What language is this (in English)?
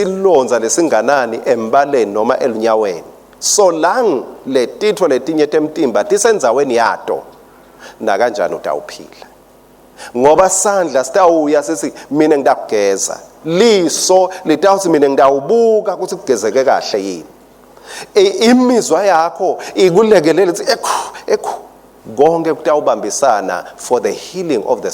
Swati